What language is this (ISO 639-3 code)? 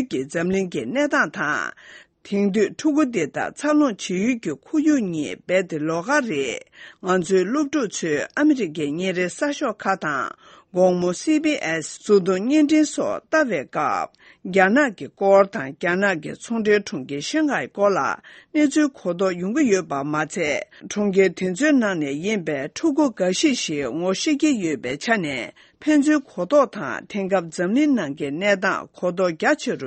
bod